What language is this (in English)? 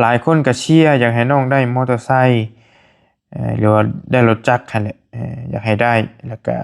Northeastern Thai